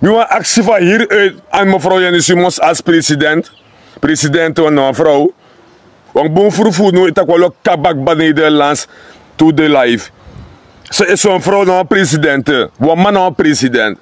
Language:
Sranan Tongo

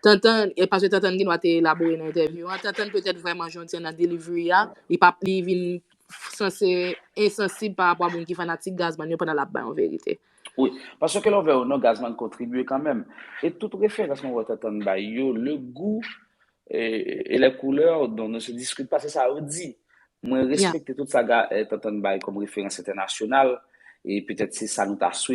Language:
Haitian Creole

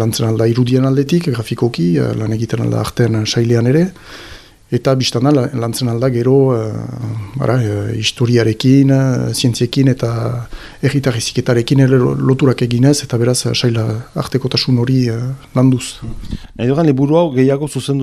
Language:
Basque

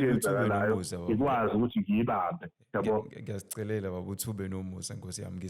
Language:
Zulu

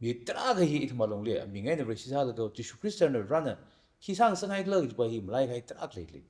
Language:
Tangkhul Naga (India)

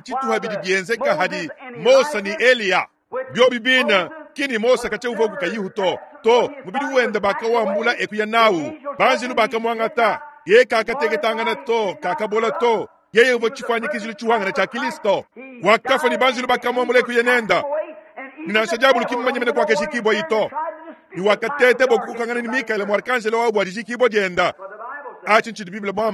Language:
Luba-Lulua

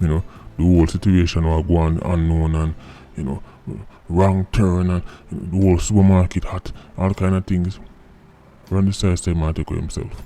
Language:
Jamaican Creole English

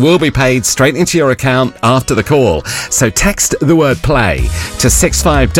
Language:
English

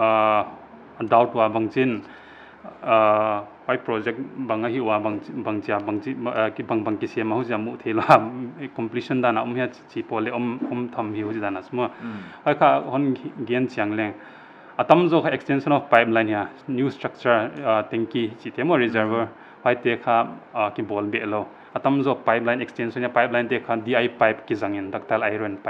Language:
Paite Chin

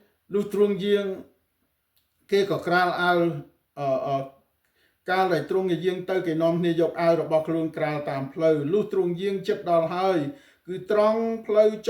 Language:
Khmer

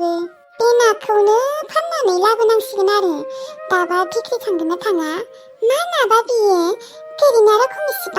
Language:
Bodo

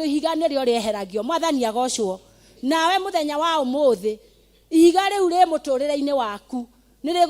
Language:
Kikuyu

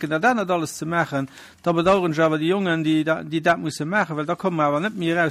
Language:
Luxembourgish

